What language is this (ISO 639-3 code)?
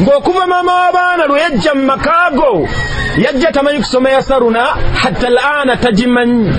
lug